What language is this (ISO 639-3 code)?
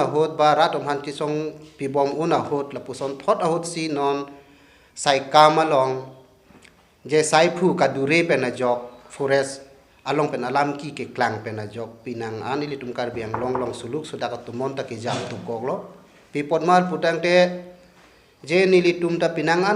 mjw